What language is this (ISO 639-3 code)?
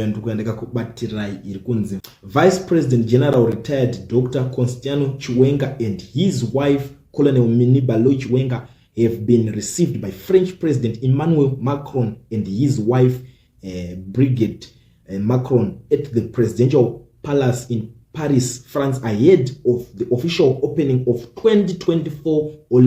sna